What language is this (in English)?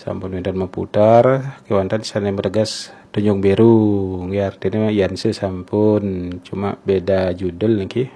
Balinese